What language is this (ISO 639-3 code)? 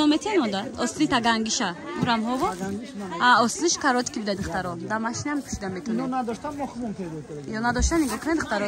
tgk